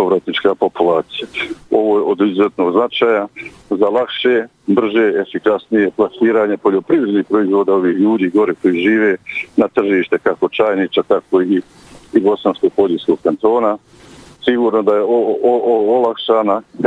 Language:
Bosnian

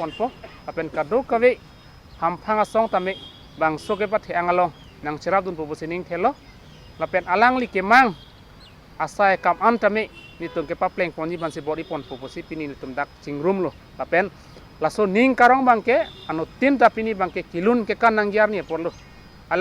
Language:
Karbi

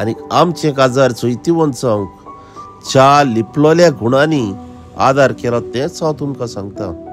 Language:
Konkani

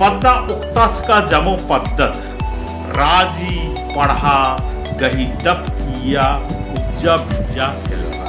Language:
Kurukh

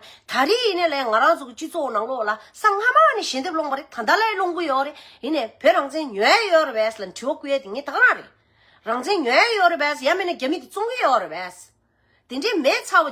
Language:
Tibetan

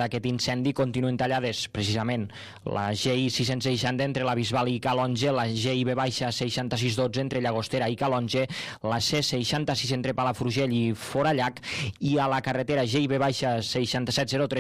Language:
Catalan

